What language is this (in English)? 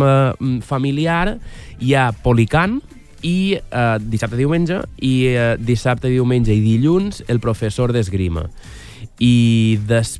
Catalan